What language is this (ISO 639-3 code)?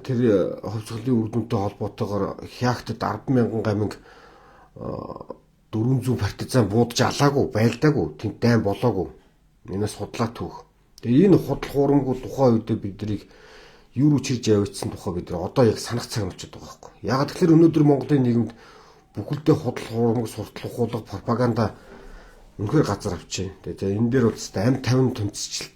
mon